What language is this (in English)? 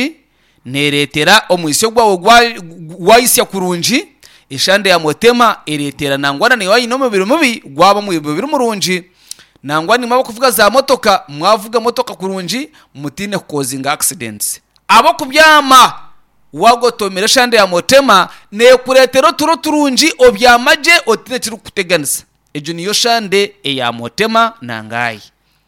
Nyankole